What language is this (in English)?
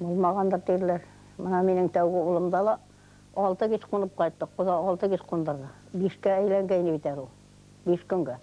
Bashkir